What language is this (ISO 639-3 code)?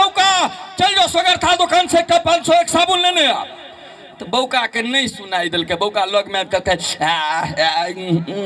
mai